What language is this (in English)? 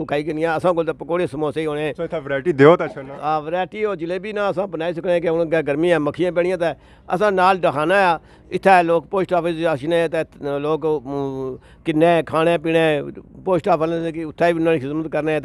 Pahari-Potwari